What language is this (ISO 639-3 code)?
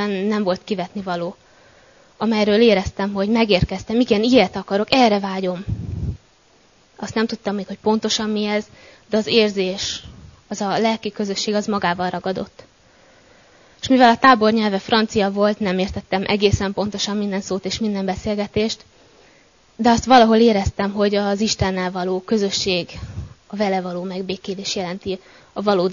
hun